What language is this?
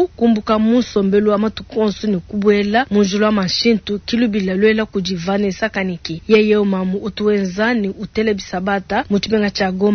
Luba-Lulua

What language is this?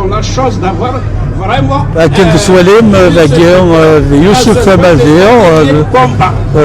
Kabyle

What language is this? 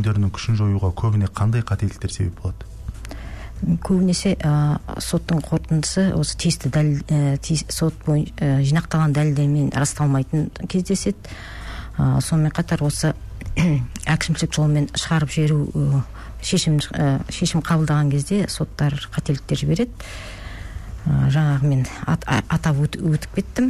Kazakh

